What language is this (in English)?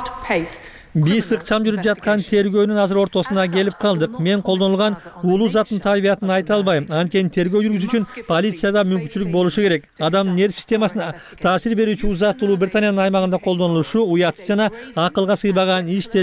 Kyrgyz